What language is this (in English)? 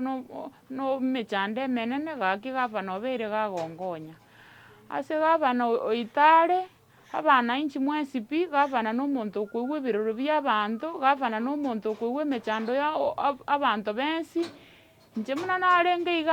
Gusii